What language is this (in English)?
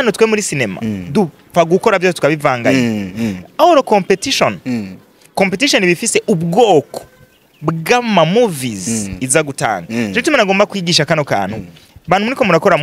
Rundi